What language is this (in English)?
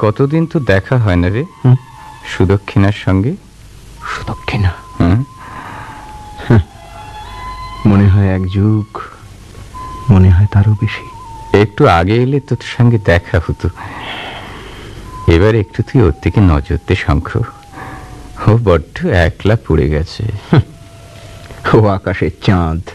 Bangla